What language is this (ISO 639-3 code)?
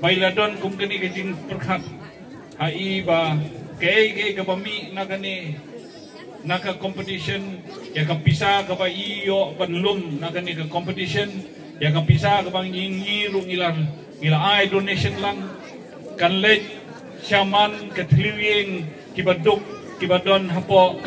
kha